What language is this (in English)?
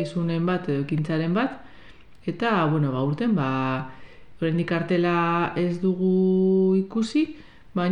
Basque